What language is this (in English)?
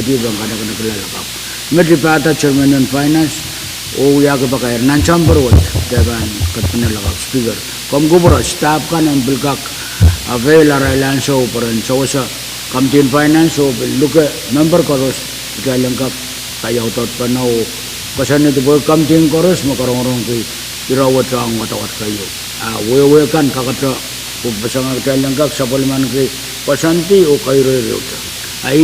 Pohnpeian